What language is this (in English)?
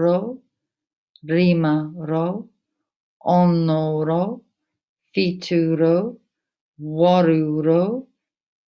Māori